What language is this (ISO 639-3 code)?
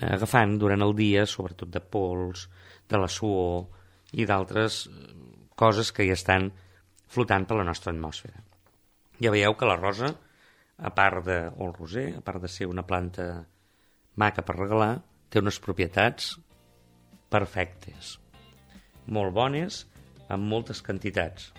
cat